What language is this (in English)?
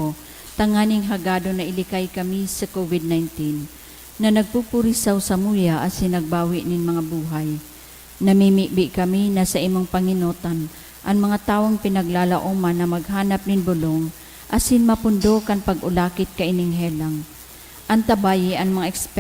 Bikol